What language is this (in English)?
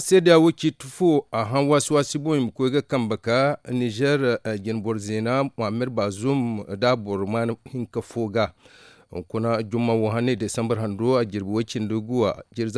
Zarma